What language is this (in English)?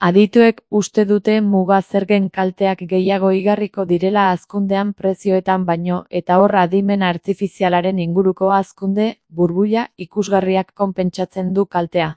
Basque